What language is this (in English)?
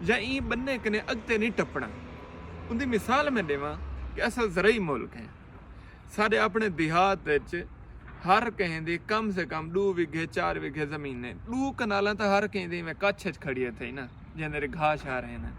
Saraiki